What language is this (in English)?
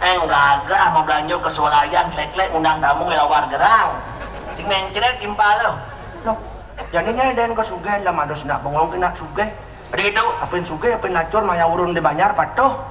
Balinese